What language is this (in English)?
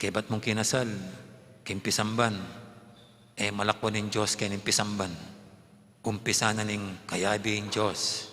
Pampanga